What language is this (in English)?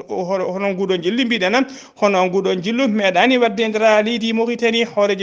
Fula